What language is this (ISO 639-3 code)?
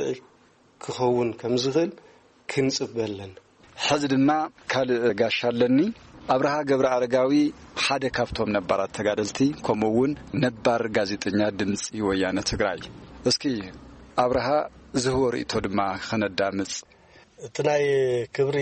tir